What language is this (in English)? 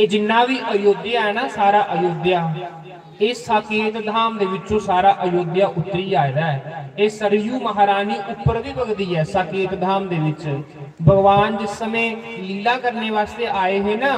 Dogri